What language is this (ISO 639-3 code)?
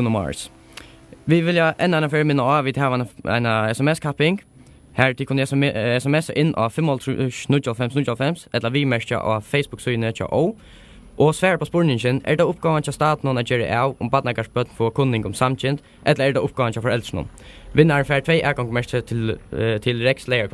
fao